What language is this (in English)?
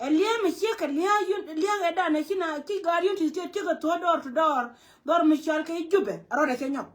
Nuer